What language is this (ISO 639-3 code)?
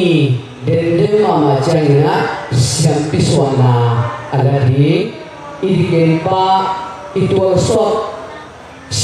ctd